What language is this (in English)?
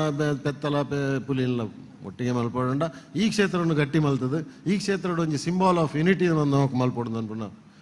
Tulu